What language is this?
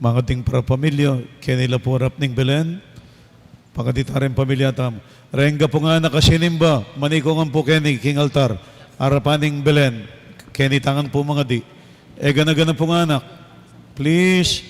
Pampanga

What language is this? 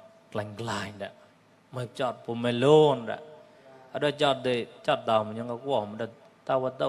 Mon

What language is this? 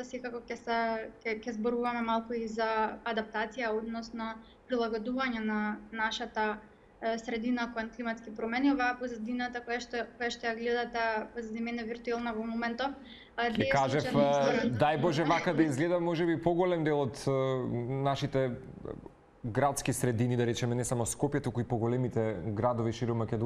Macedonian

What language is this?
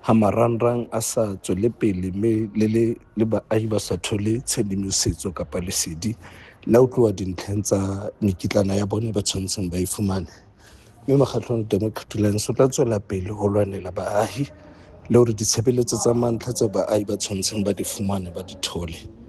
Southern Sotho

